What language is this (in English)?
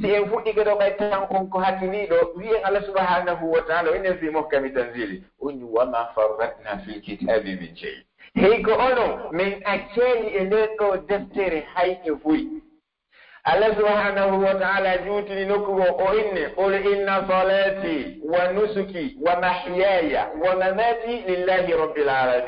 Pular